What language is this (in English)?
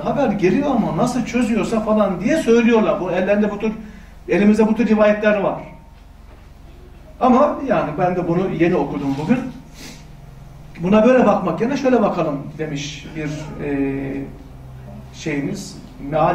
Turkish